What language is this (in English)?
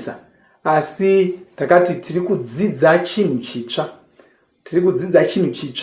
Shona